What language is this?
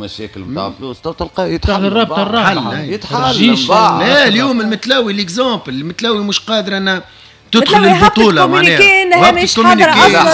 Tunisian Arabic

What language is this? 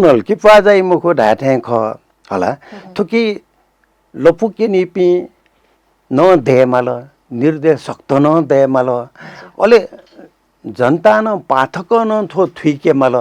Newari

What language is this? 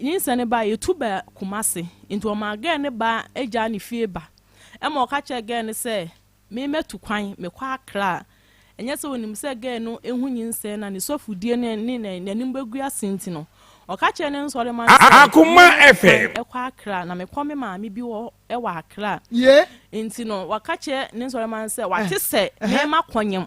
Akan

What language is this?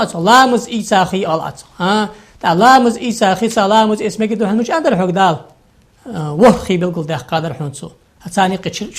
Ingush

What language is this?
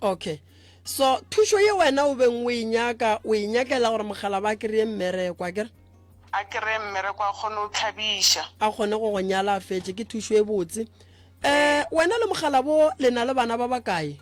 Northern Sotho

